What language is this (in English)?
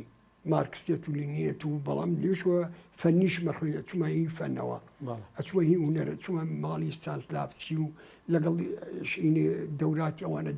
Central Kurdish